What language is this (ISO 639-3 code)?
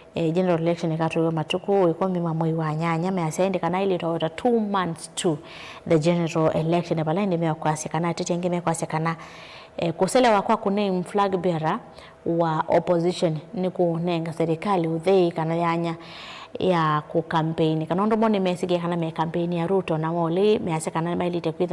kam